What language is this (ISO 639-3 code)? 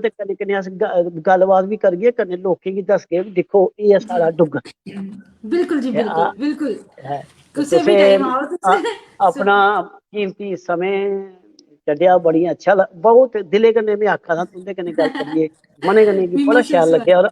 doi